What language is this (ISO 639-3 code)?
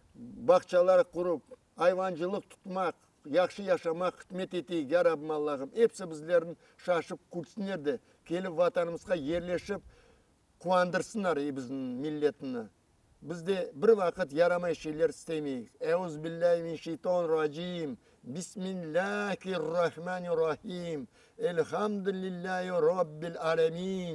crh